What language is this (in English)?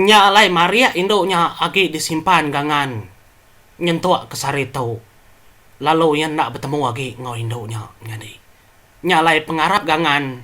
Iban